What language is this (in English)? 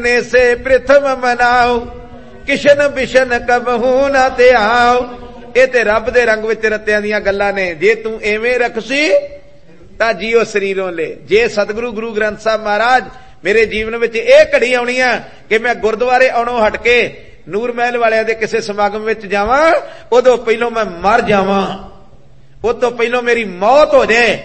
Punjabi